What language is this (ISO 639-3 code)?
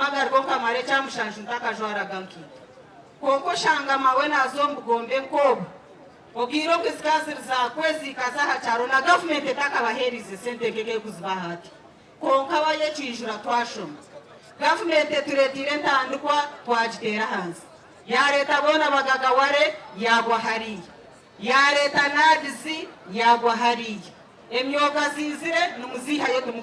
nyn